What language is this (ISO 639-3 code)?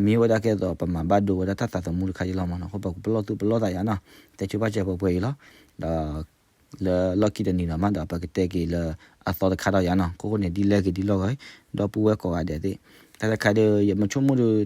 ksw